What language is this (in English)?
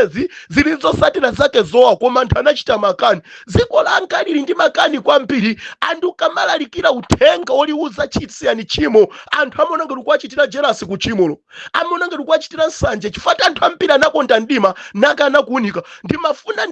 Nyanja